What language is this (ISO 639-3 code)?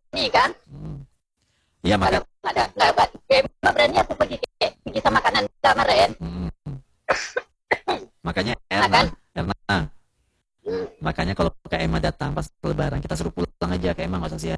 ind